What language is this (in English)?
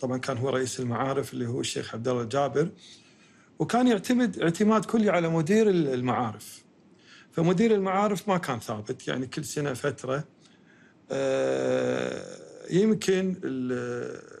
Gulf Arabic